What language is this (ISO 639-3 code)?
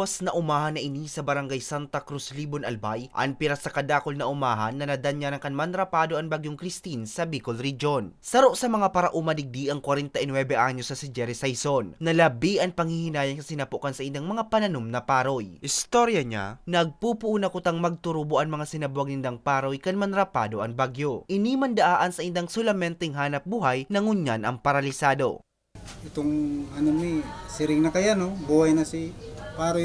bik